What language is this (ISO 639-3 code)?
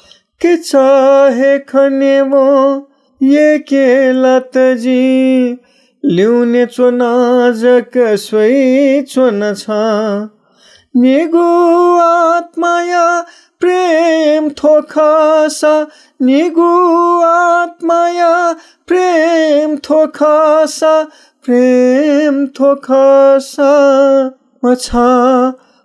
new